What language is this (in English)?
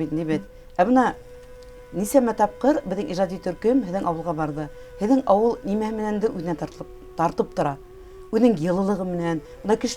Bashkir